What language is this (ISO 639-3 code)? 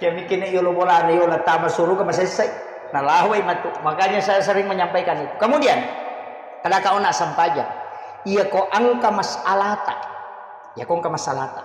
bug